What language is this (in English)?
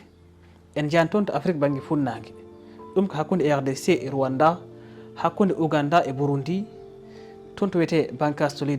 Fula